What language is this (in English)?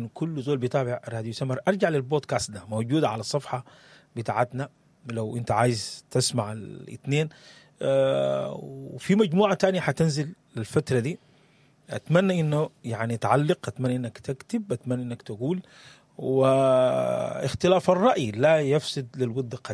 Sudanese Arabic